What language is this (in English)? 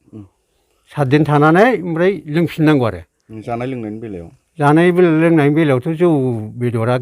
Bodo